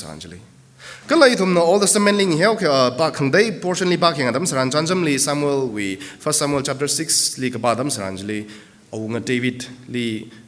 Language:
Tangkhul Naga (India)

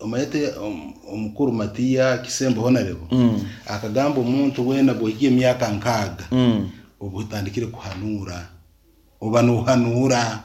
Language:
Nyankole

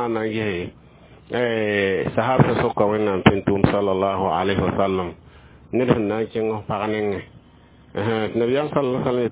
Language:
Mossi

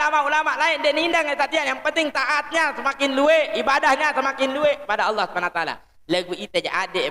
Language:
Sasak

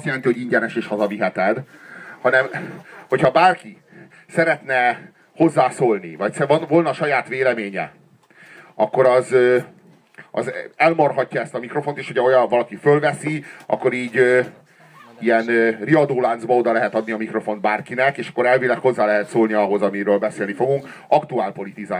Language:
Hungarian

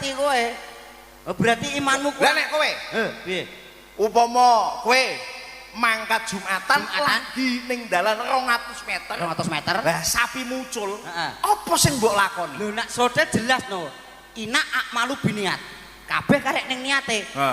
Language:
Javanese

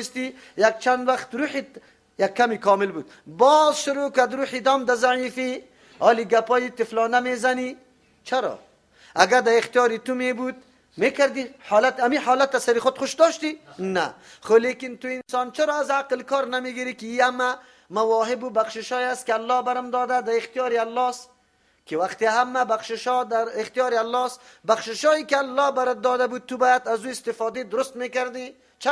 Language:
Persian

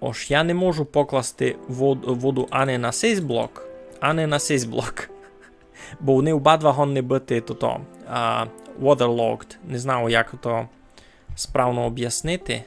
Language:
Rusyn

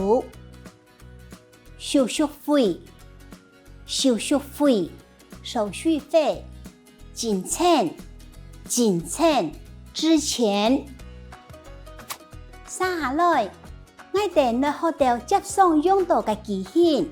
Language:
Hakka Chinese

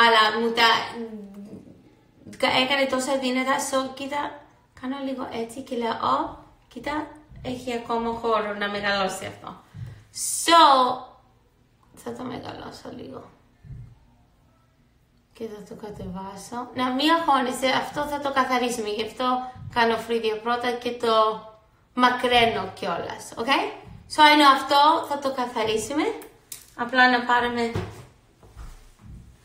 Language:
Greek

